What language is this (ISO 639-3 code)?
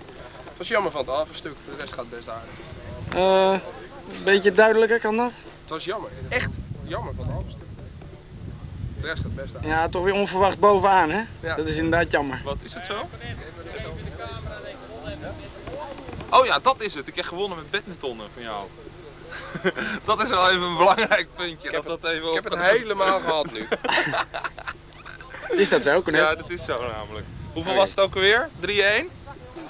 nld